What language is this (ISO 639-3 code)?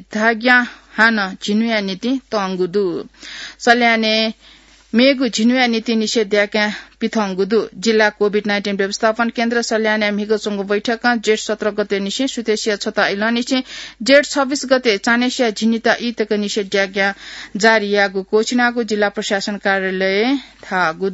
new